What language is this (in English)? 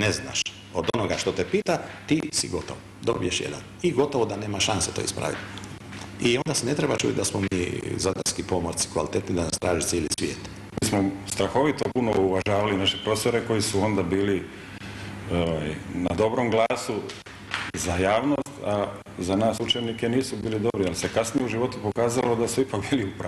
Croatian